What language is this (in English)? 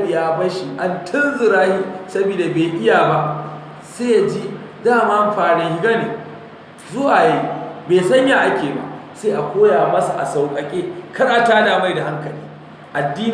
Hausa